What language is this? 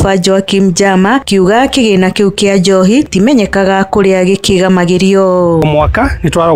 Kikuyu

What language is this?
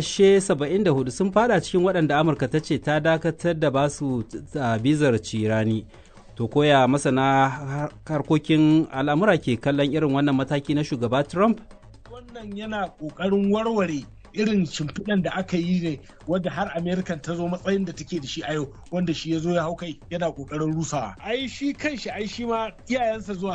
Hausa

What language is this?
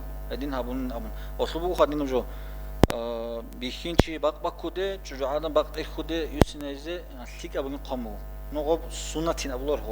Avaric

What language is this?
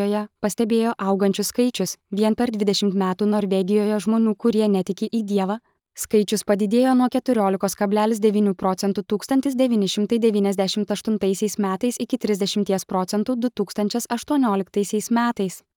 Lithuanian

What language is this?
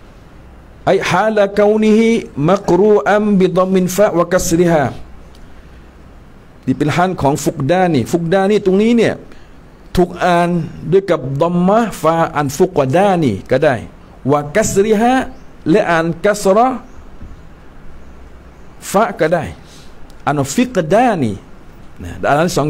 Thai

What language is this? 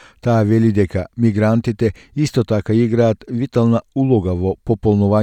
Macedonian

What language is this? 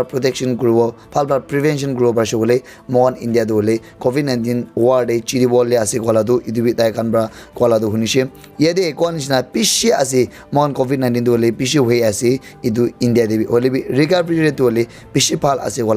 Naga Pidgin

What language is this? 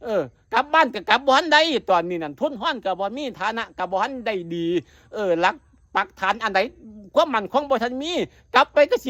Northeastern Thai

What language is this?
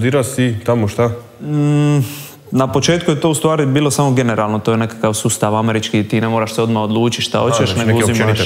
Croatian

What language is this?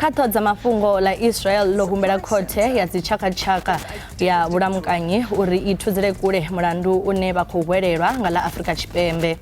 Venda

